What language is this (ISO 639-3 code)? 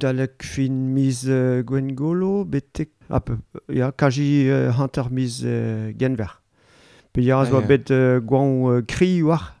bre